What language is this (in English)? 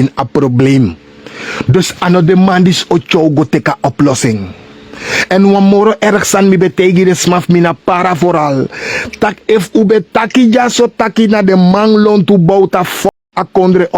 Sranan Tongo